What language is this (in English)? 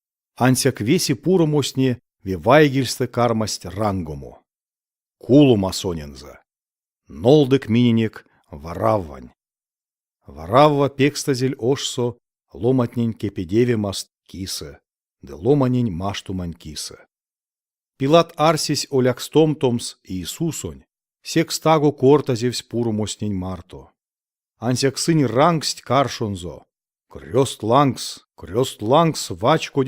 Erzya